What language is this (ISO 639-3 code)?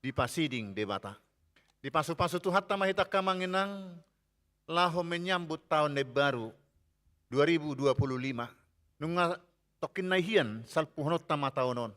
bbc